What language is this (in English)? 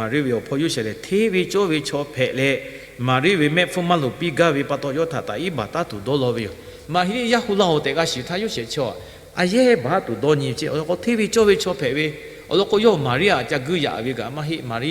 Lahu